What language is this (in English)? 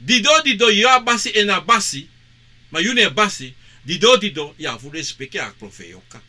Sranan Tongo